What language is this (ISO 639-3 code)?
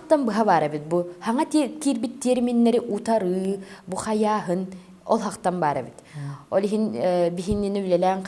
sah